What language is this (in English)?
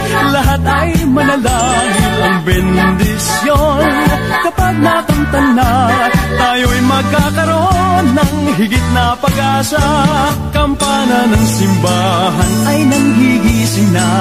Filipino